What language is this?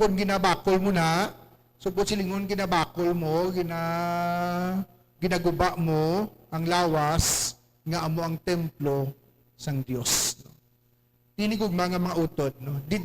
Hiligaynon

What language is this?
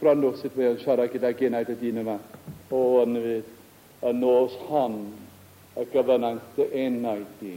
Welsh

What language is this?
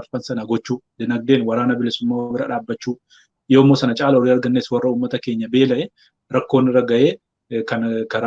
Oromo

